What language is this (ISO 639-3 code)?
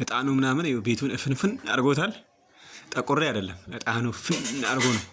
amh